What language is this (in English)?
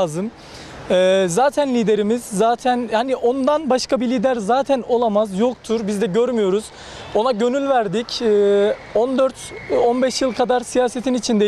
Turkish